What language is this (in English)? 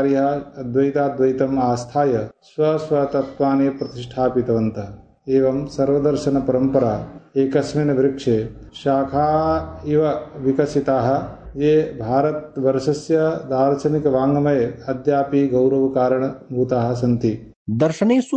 Sanskrit